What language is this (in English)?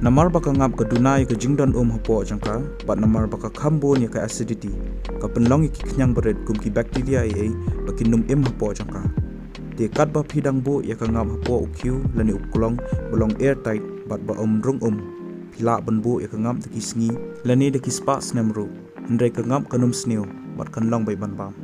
Khasi